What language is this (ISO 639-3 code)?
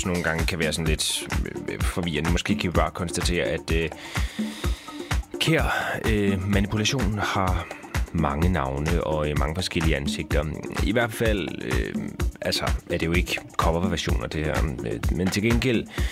dan